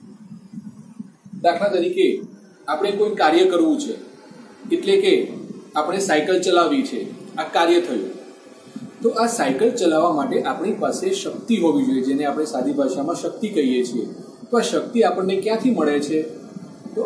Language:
Gujarati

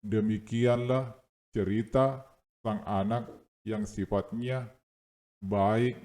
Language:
Buginese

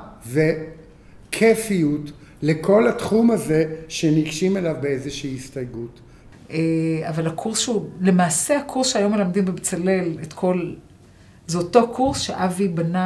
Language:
Hebrew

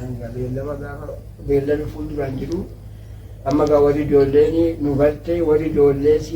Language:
Oromo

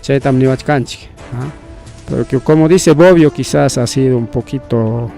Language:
Ayacucho Quechua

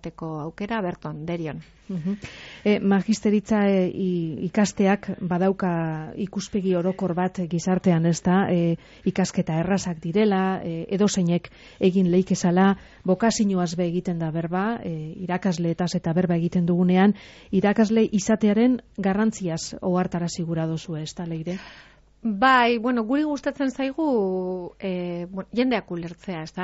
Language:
Basque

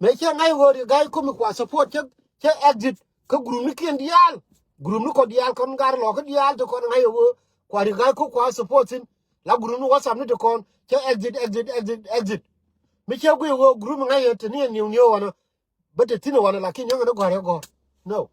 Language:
Nuer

